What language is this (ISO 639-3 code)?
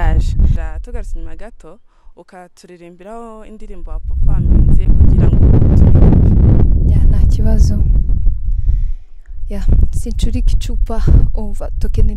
kin